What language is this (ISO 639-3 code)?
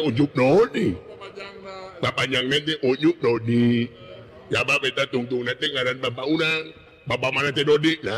sun